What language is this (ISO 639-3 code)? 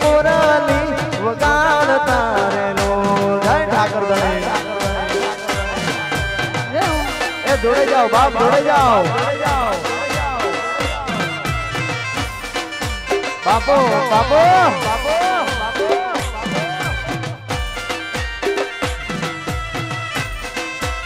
guj